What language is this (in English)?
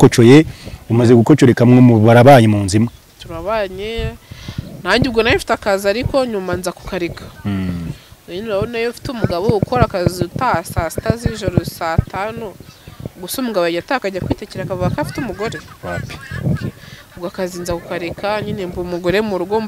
Kinyarwanda